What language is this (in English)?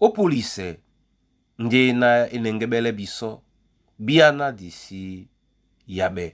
Duala